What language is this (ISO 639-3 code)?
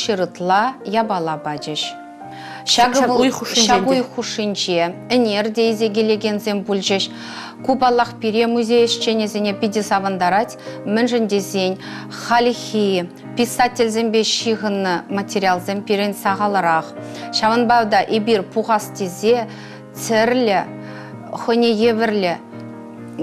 chv